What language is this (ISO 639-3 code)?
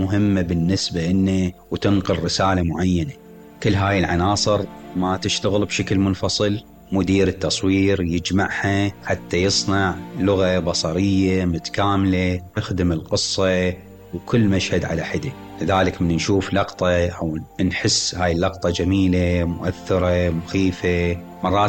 acm